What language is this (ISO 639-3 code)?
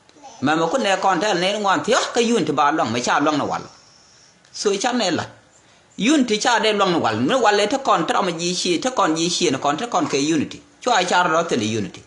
nus